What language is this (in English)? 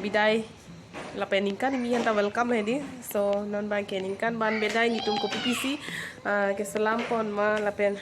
Karbi